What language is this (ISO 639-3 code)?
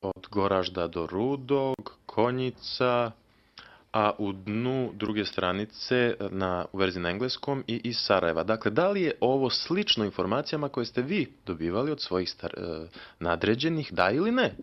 bos